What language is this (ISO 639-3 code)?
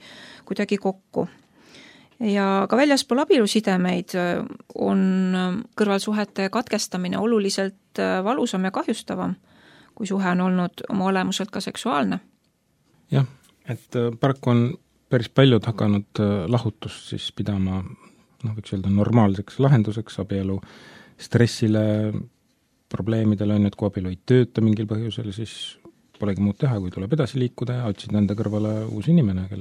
est